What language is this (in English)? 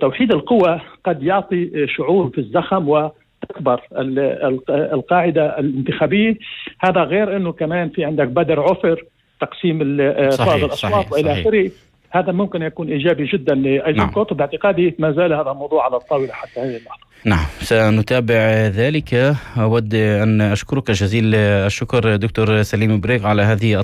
North Levantine Arabic